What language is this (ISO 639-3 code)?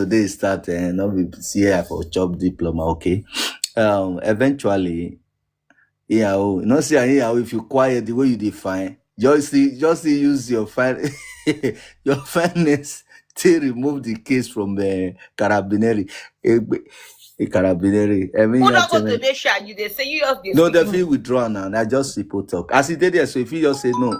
pcm